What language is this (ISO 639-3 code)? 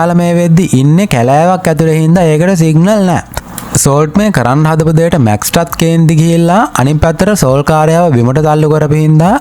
sin